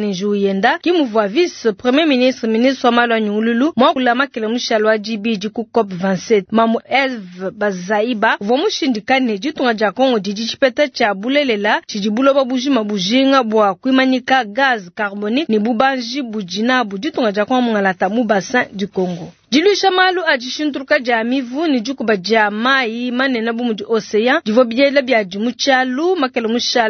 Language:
Luba-Lulua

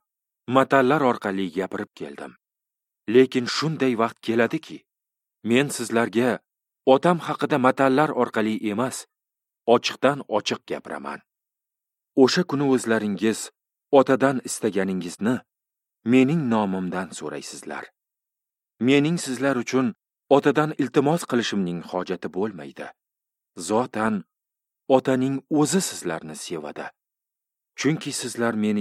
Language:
Uzbek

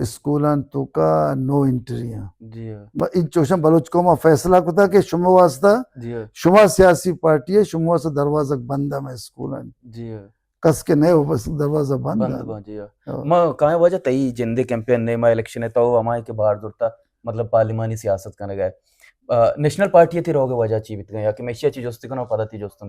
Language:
Baluchi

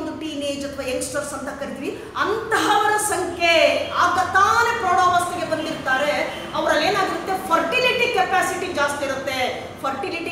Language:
Kannada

